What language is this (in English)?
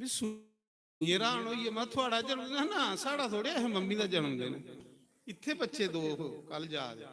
Dogri